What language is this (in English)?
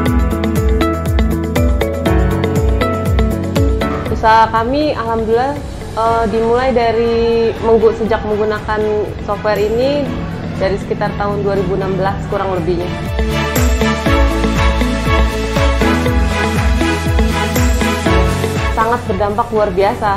Indonesian